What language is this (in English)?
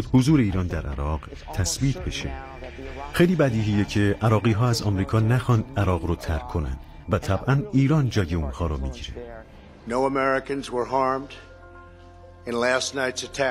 Persian